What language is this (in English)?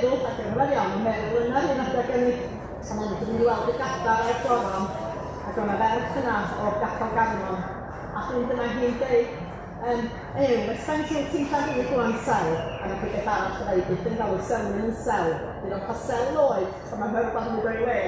Welsh